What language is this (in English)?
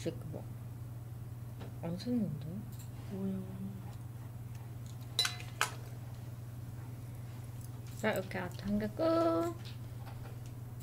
Korean